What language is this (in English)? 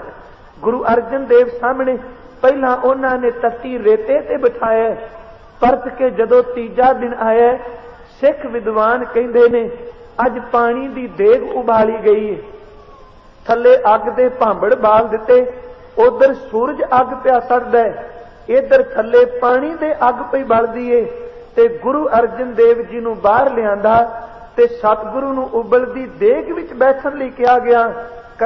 Punjabi